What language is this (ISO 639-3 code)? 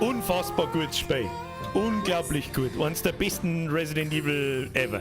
bar